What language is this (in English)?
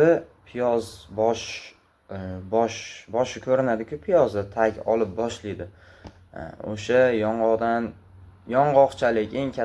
Uzbek